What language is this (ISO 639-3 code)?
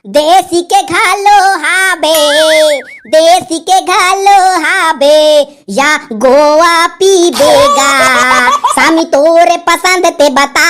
hne